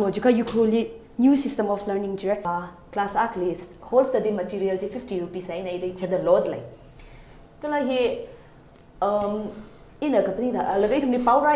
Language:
Tangkhul Naga (India)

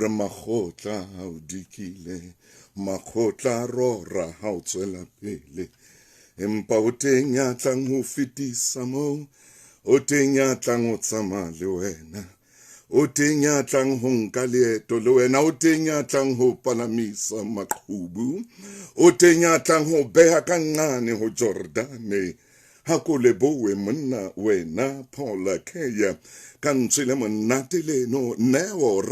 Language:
Southern Sotho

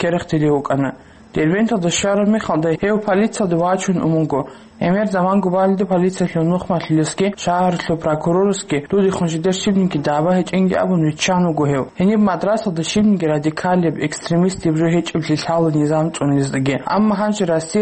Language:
Avaric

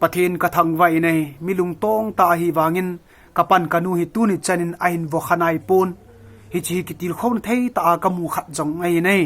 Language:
Thado Chin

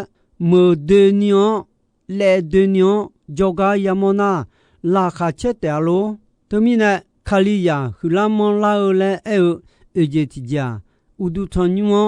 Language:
Akha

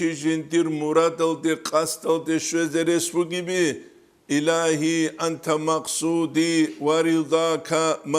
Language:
Avaric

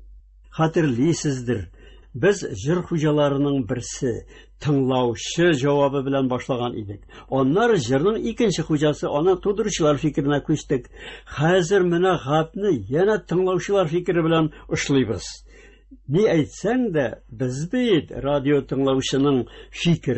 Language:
Tatar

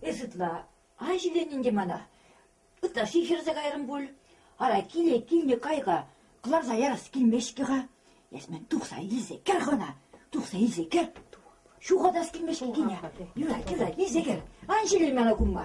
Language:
Chuvash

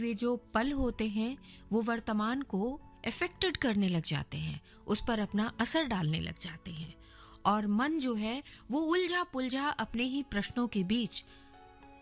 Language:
Hindi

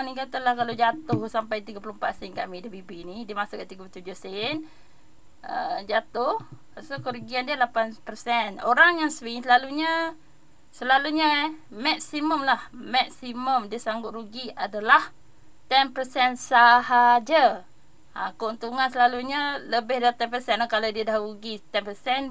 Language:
Malay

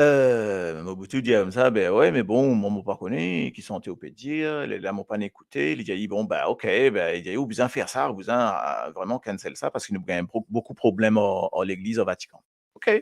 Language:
Morisyen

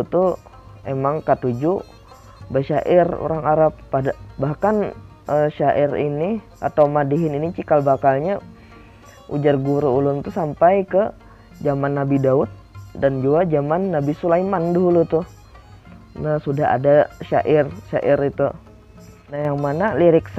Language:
Banjar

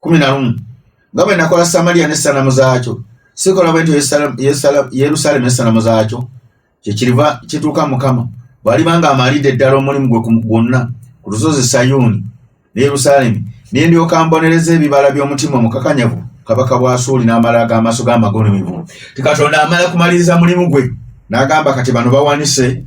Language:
Ganda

